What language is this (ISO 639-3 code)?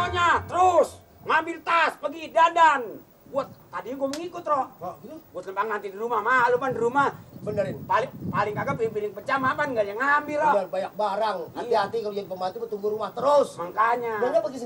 bew